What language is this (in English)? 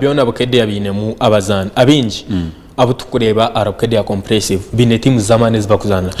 Nyankole